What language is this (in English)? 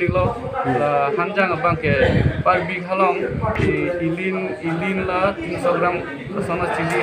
Karbi